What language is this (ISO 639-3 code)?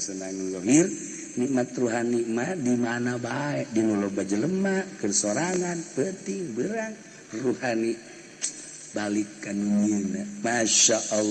sun